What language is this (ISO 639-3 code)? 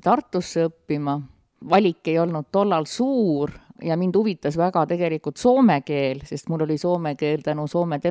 est